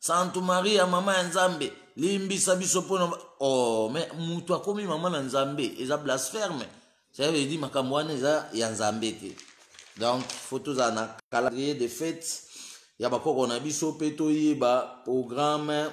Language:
Lingala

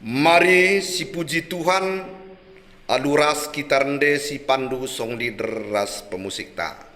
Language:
Batak Karo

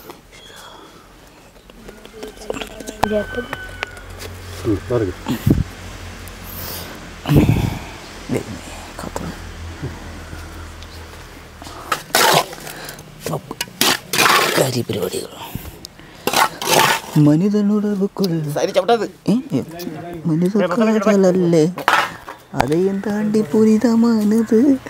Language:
Malayalam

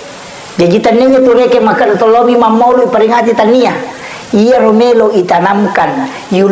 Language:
Buginese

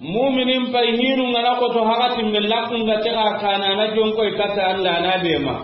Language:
Soninke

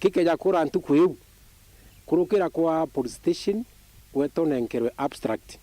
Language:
Meru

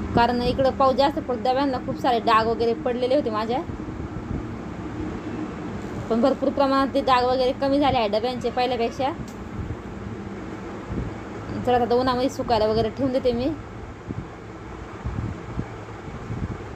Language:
Marathi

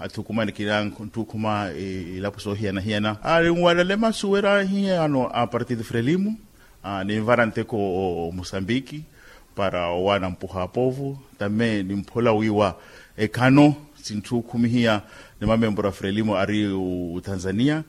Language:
Makhuwa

